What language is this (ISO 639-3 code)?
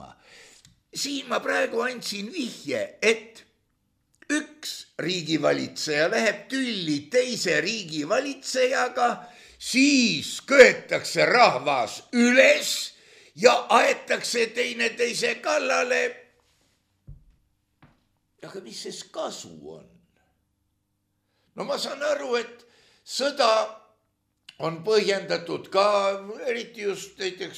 est